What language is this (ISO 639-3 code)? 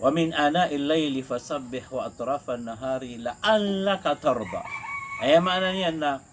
mrw